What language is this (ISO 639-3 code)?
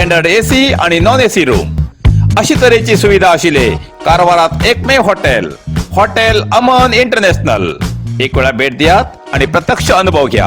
kok